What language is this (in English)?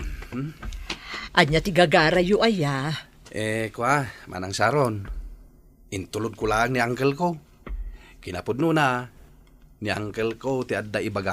Iloko